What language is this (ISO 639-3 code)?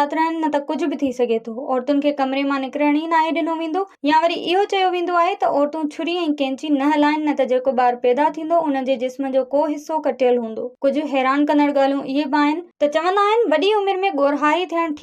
snd